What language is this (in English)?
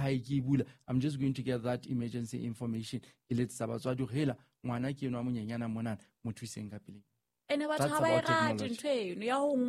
Southern Sotho